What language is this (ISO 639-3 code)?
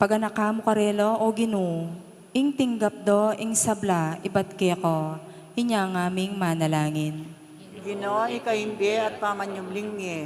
pam